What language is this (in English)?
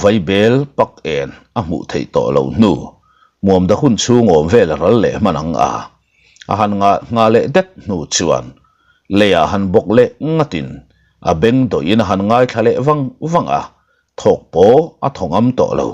Mizo